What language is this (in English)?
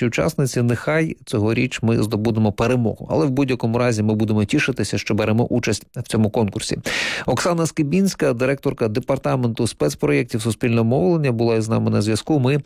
Ukrainian